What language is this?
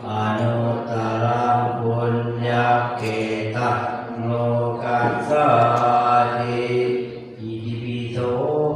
Pali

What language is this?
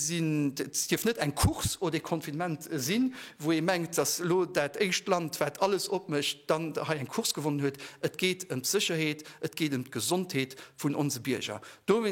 Luxembourgish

